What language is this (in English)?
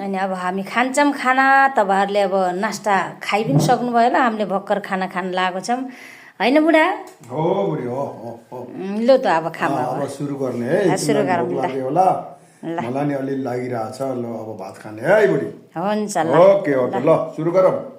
Nepali